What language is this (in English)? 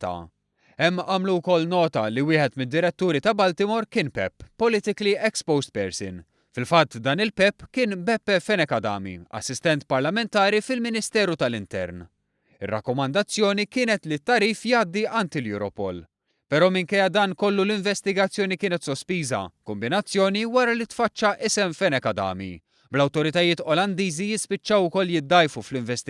Maltese